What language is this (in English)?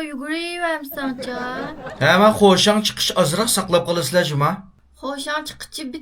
Uyghur